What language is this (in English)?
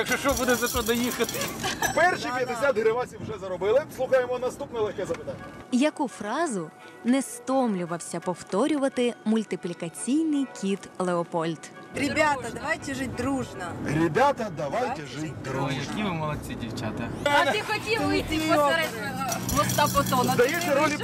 Ukrainian